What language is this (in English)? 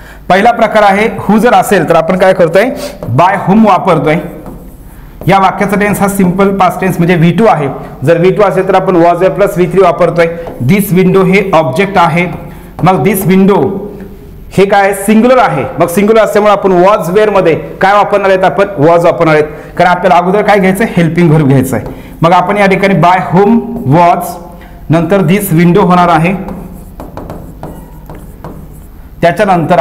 Marathi